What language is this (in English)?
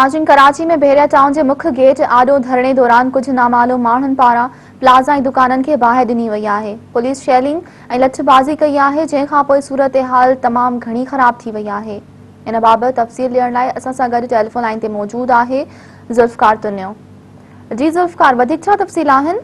Sindhi